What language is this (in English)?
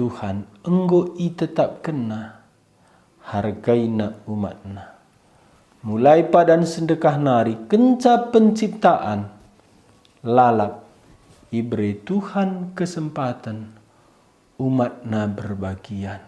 Batak Karo